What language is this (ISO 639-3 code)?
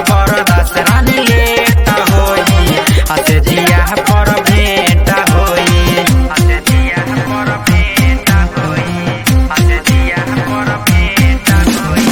bho